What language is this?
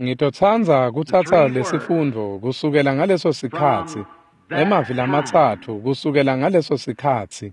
Swati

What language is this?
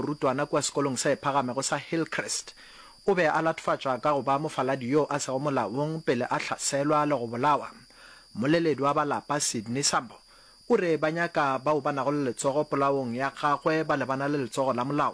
Northern Sotho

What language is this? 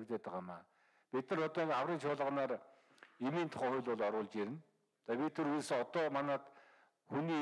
Mongolian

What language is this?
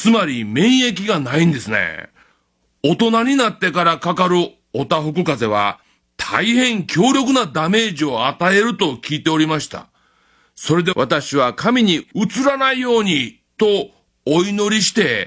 Japanese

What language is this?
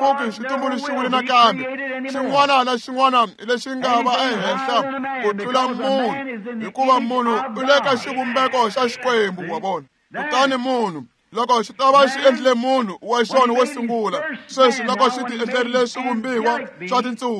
Tsonga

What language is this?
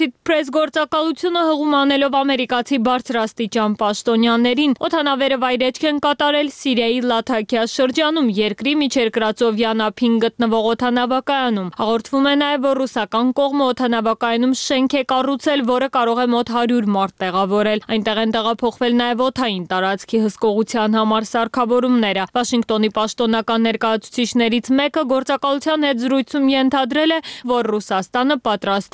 Armenian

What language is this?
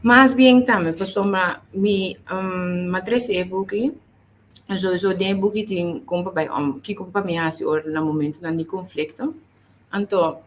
Papiamento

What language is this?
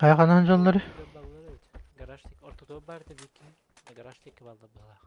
Yakut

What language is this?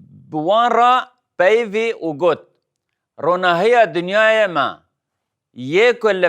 Kurdish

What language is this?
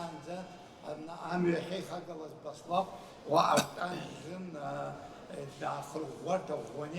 Abkhazian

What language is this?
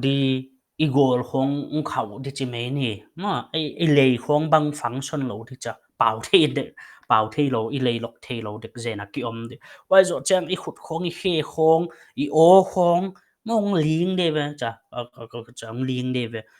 Paite Chin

